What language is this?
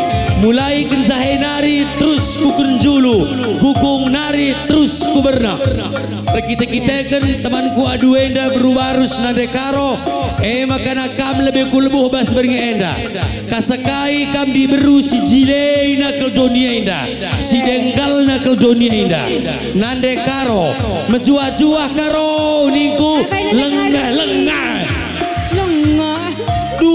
Batak Karo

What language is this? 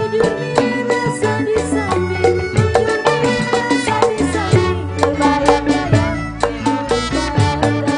Betawi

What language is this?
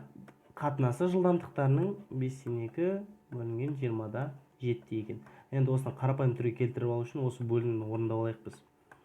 Kazakh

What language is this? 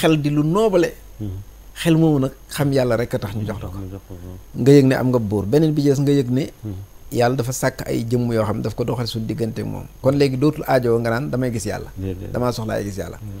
Wolof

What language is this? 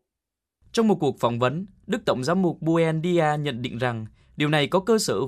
Vietnamese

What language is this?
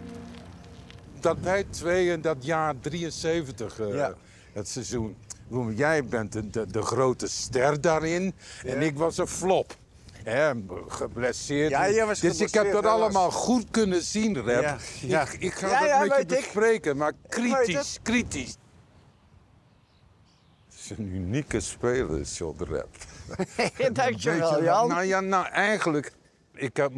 Dutch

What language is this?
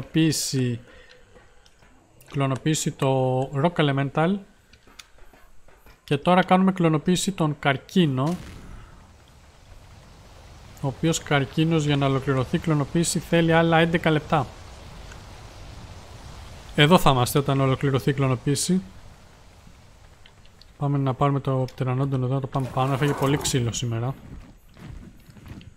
Greek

